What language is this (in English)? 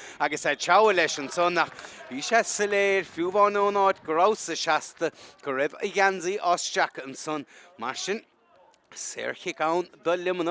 Irish